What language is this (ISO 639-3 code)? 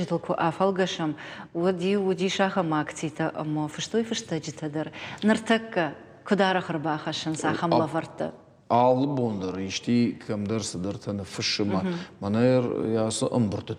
oss